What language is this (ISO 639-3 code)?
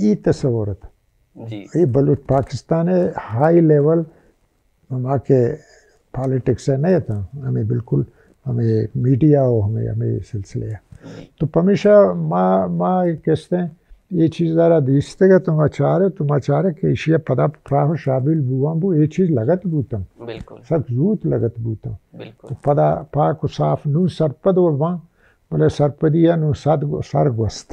bal